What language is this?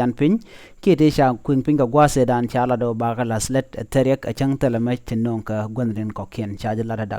Nuer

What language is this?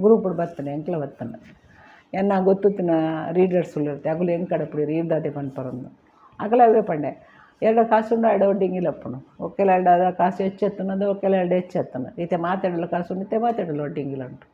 Tulu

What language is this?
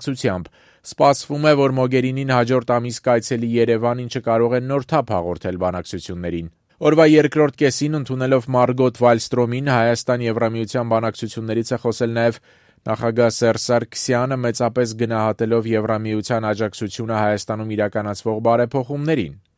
Armenian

